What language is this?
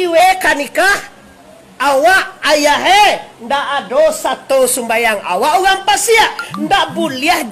Minangkabau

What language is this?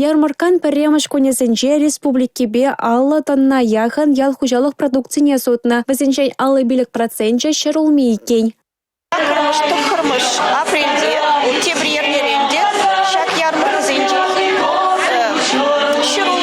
Chuvash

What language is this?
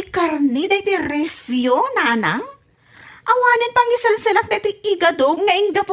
Iloko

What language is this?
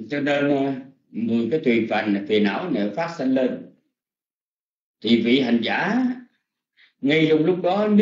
Vietnamese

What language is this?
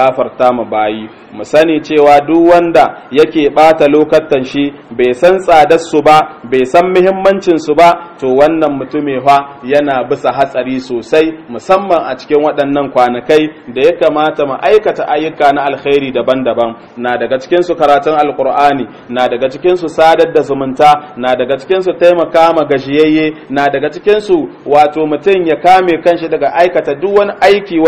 Hausa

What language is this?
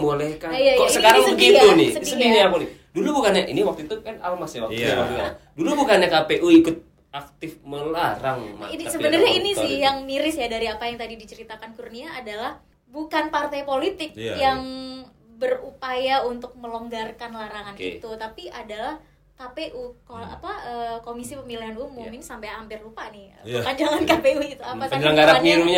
Indonesian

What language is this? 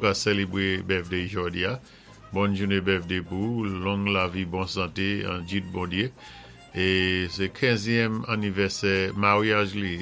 Saint Lucian Creole French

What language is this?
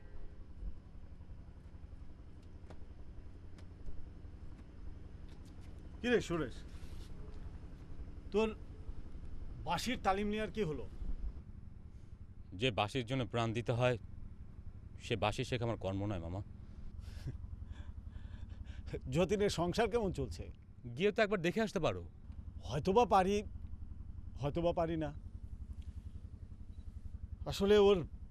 Bangla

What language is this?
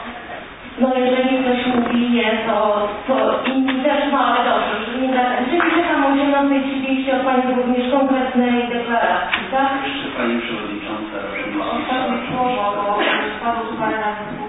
Polish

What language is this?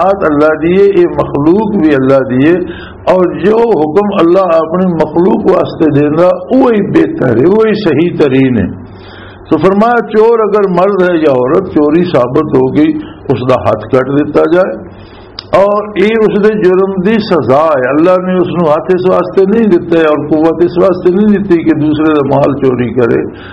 Western Panjabi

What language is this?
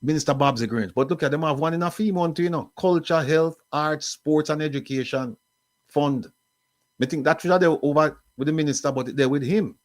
Jamaican Creole English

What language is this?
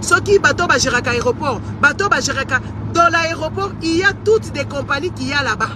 Lingala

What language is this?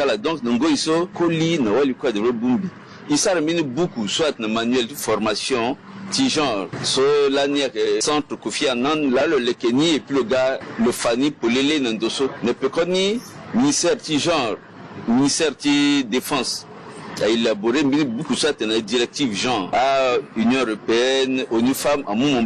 Sango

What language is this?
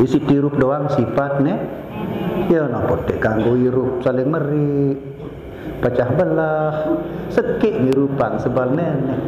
Sasak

